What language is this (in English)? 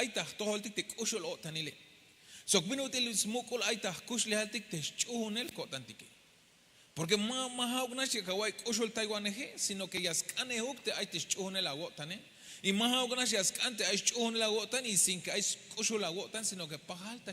Tzeltal